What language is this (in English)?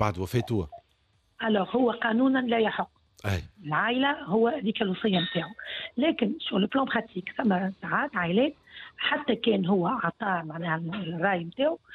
Tunisian Arabic